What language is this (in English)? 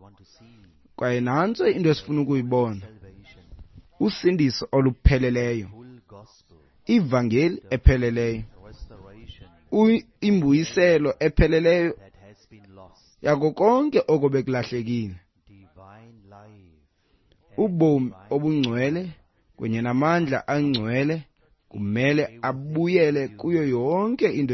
Xhosa